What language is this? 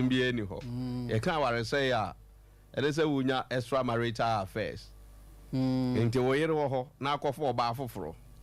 Akan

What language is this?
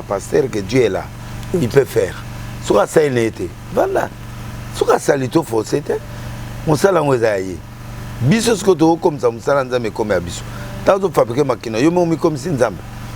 Lingala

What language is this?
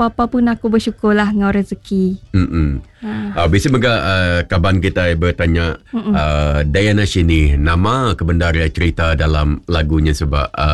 Iban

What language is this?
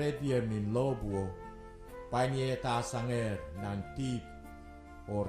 Pohnpeian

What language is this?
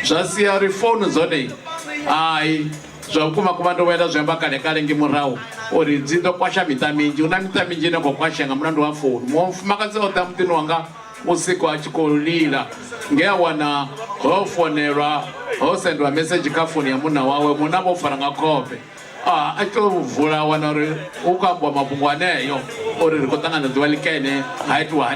Venda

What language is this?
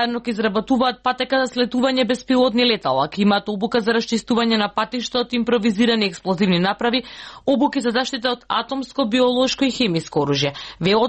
Macedonian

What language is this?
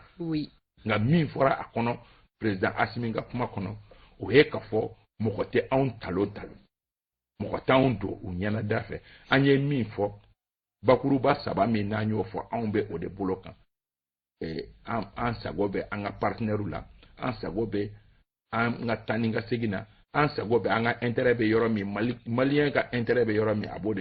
Bambara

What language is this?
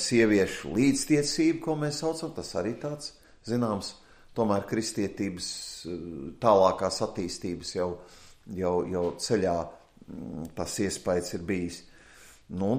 Latvian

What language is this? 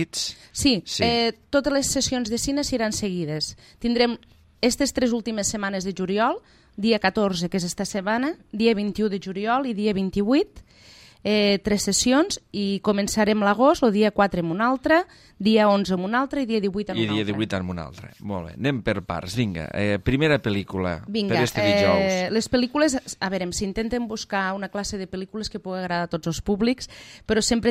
Catalan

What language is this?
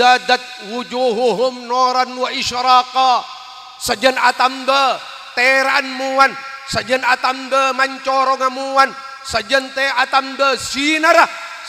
Madurese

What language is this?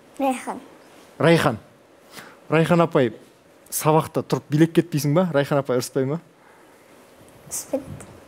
Kazakh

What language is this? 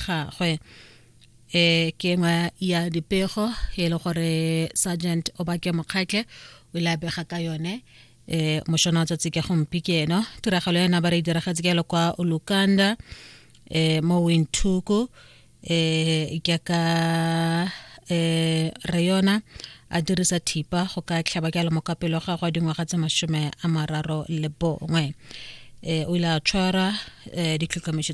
Tswana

